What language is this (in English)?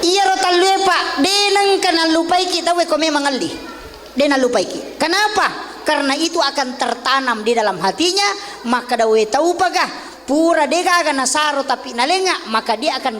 Buginese